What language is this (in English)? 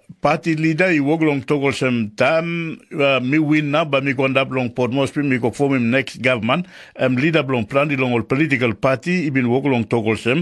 Tok Pisin